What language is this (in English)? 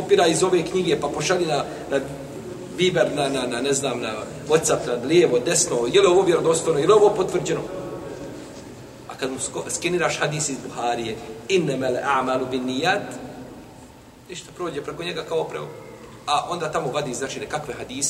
Bosnian